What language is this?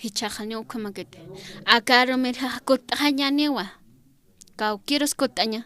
Aymara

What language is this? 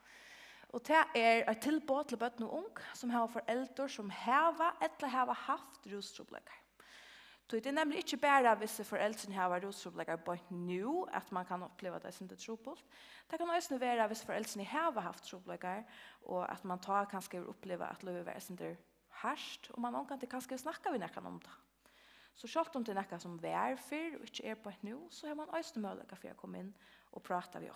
Faroese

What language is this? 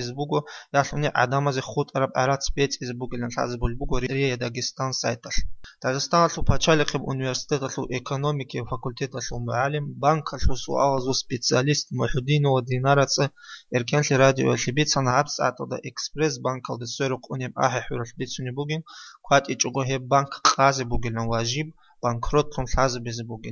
Avaric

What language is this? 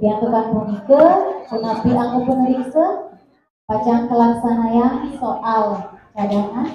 Balinese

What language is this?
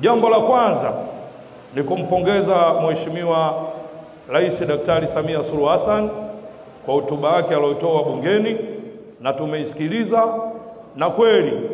Swahili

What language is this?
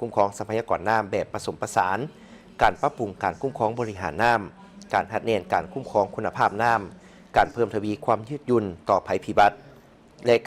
Lao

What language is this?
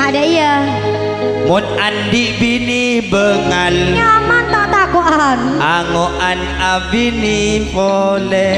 Madurese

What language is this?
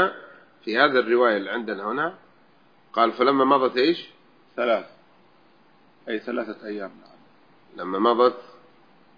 Arabic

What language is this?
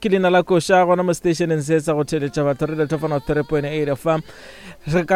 Northern Sotho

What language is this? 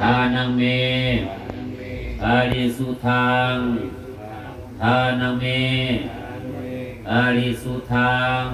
Pali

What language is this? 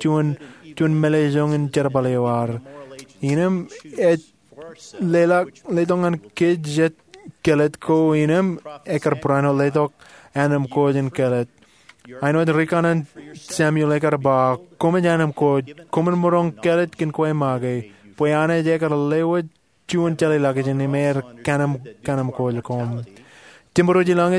Marshallese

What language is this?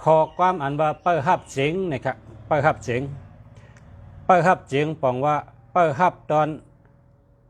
Shan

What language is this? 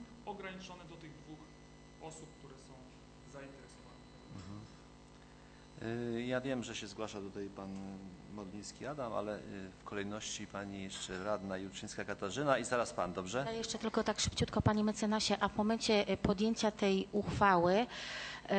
Polish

